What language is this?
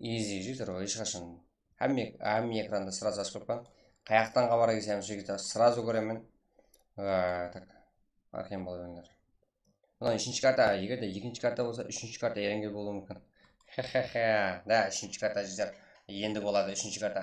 Kara-Kalpak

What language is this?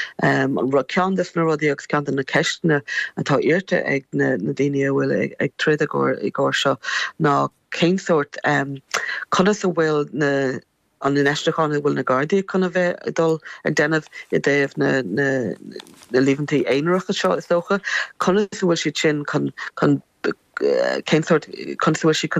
Irish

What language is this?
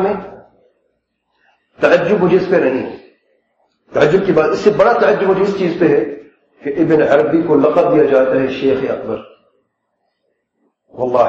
Urdu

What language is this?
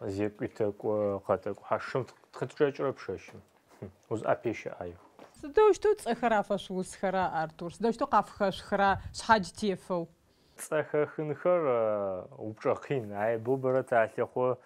Adyghe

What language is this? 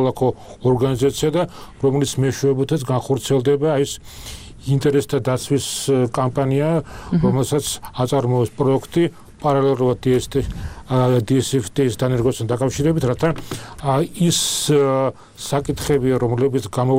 Georgian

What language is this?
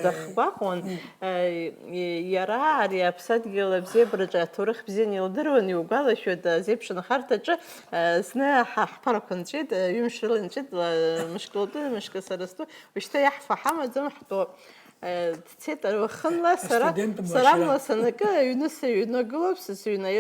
Abkhazian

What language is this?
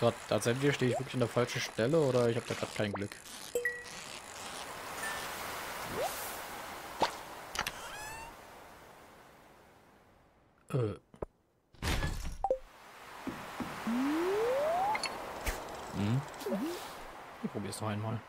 German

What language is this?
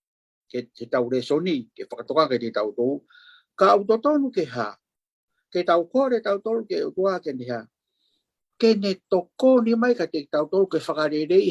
Tongan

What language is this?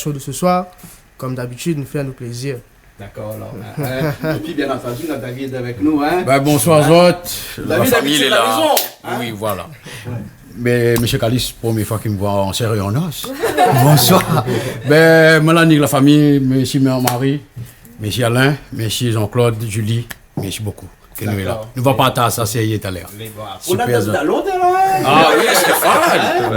Réunion Creole French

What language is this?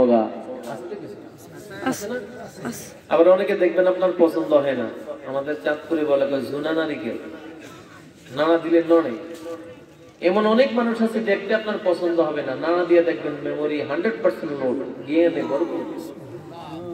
Bangla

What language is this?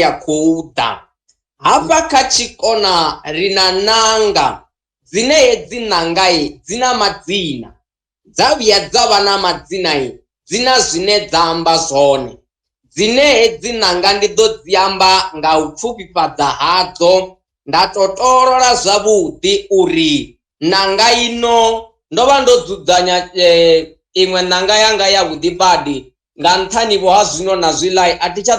Venda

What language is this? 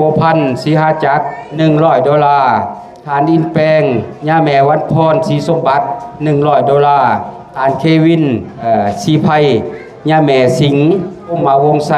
Lao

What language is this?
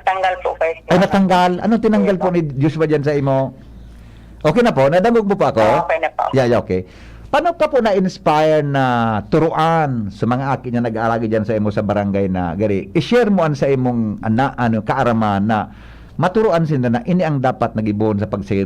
Bikol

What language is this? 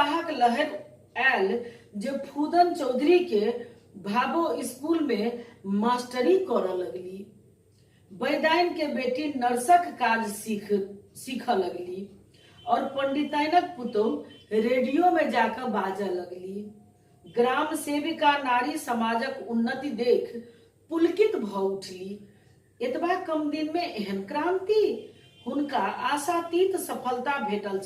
Maithili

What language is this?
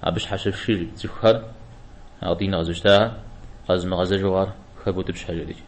Kabardian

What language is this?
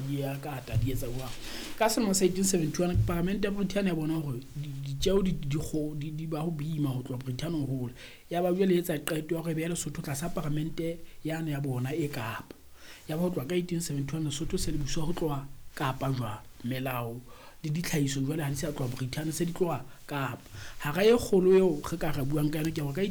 Southern Sotho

